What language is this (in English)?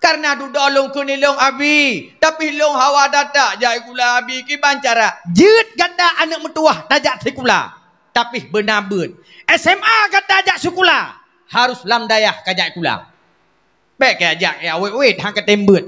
Achinese